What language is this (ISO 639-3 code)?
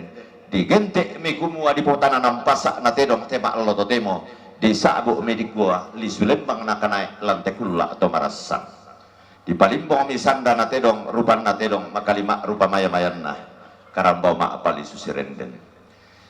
sda